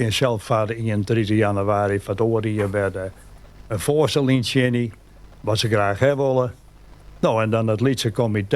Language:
Western Frisian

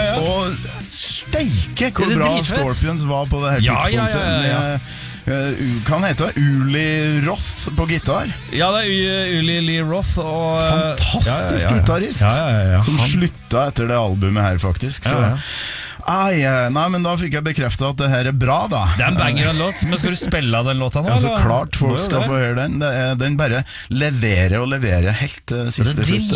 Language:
Norwegian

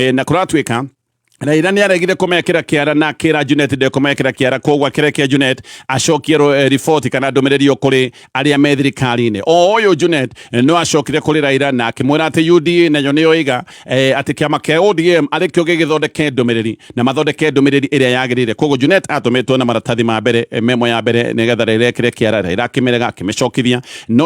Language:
Kikuyu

